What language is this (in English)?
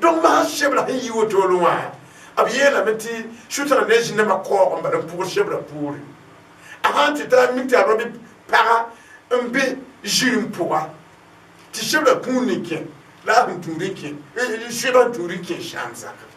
Mossi